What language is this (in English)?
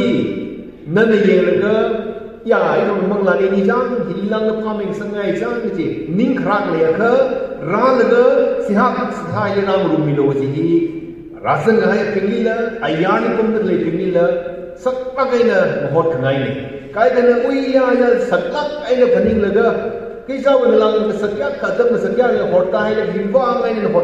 Tangkhul Naga (India)